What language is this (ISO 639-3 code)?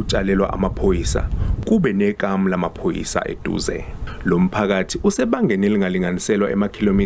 zul